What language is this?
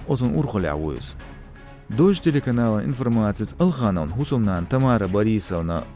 Chechen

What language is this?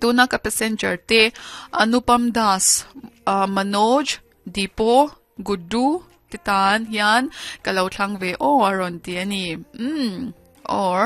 Mizo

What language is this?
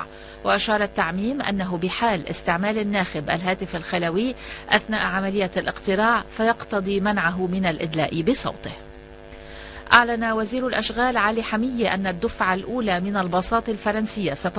Arabic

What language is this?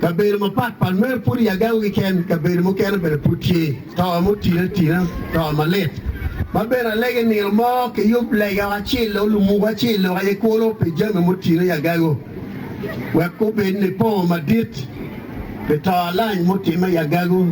Acoli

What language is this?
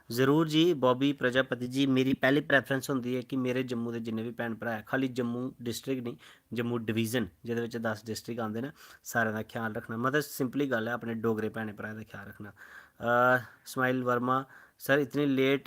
Dogri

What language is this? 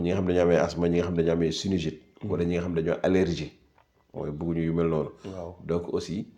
Wolof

